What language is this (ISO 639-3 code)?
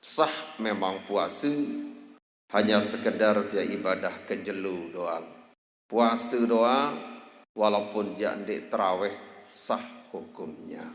sas